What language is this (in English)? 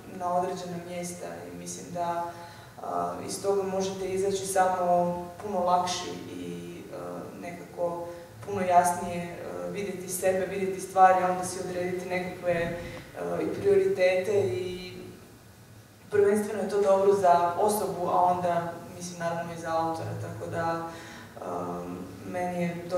Croatian